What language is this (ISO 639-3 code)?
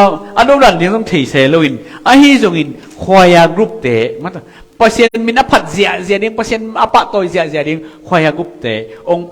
ctd